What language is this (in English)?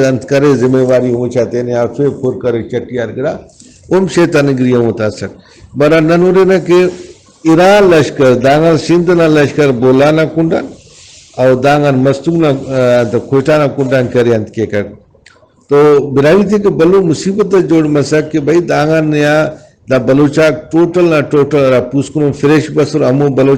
Brahui